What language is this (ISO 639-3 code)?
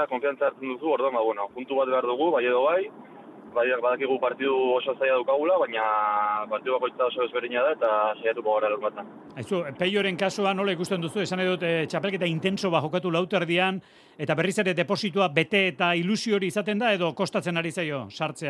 eus